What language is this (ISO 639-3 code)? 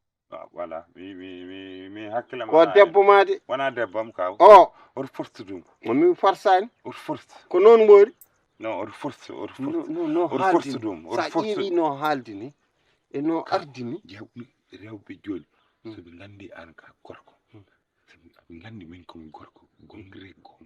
ful